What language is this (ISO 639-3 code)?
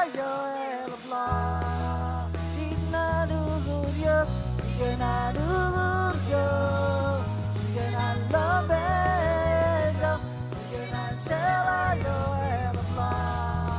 mah